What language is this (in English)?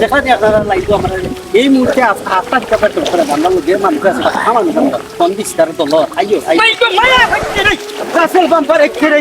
Sylheti